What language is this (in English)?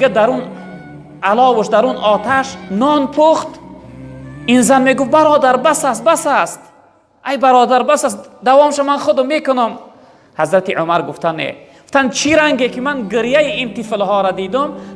Tajik